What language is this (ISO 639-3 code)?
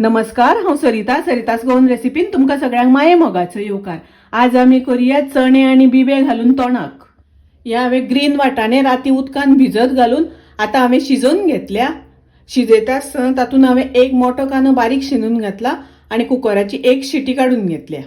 kok